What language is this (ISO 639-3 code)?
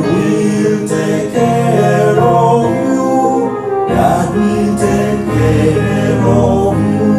guz